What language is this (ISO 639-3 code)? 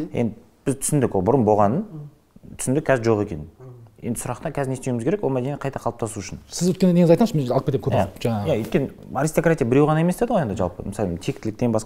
kaz